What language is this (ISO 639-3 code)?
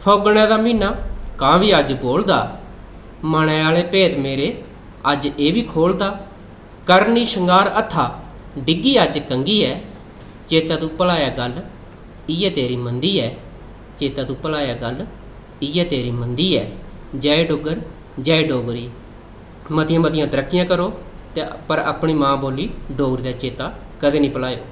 doi